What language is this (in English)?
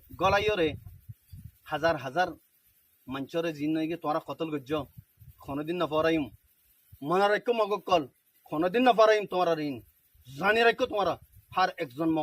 Rohingya